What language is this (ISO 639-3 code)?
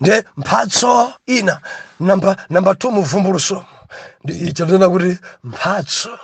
nya